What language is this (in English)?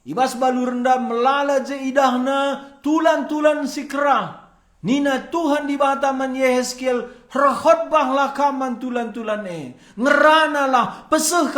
Batak Karo